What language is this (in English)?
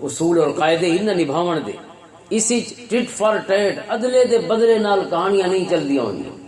Western Panjabi